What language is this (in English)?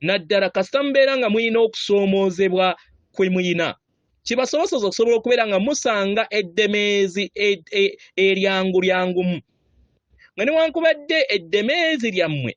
Ganda